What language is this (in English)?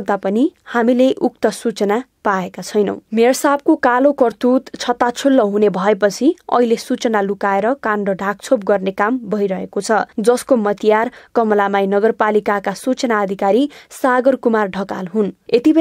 Nepali